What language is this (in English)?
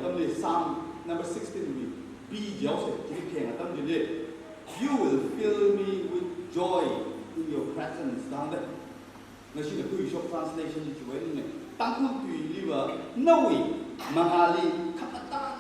Tangkhul Naga (India)